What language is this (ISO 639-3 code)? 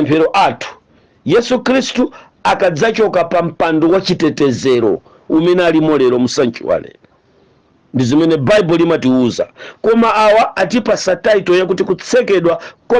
nya